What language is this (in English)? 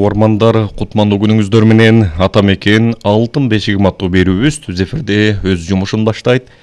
Kyrgyz